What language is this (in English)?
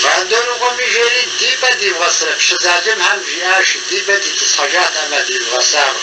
Kabardian